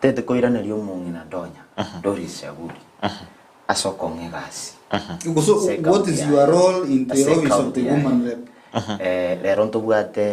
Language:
Gusii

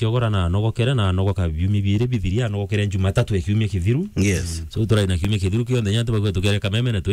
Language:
Meru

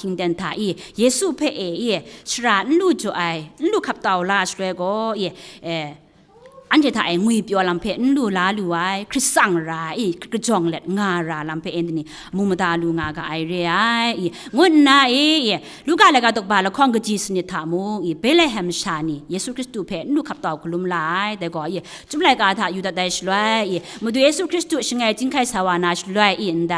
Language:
Kachin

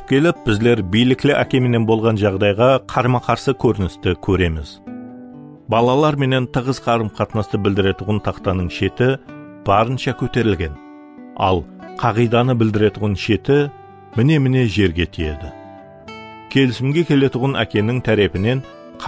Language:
Kara-Kalpak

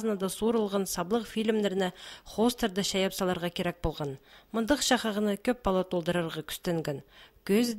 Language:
Khakas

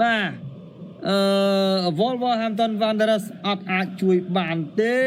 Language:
Khmer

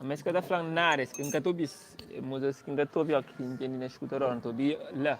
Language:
Kabuverdianu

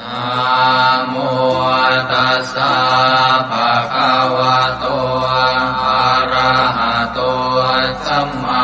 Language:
Pali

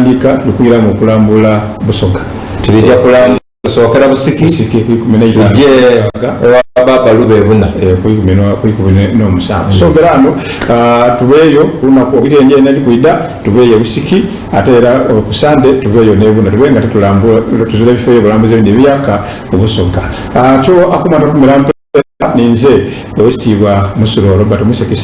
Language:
Soga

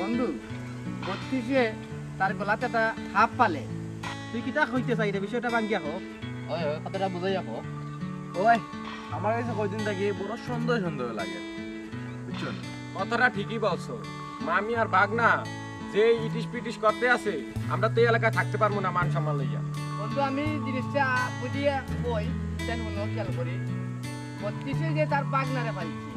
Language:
Sylheti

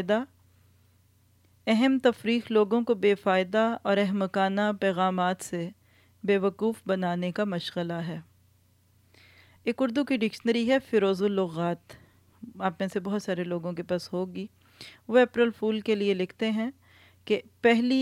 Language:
Urdu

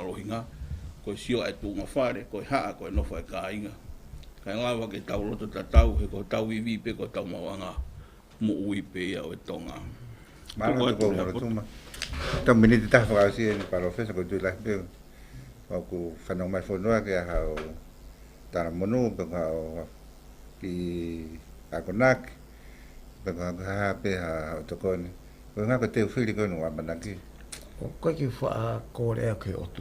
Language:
Tongan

